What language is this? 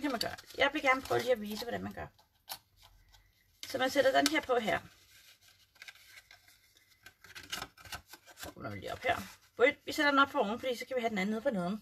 Danish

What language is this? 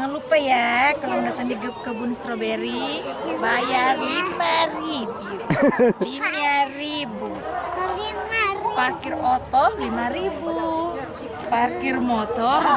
Manado Malay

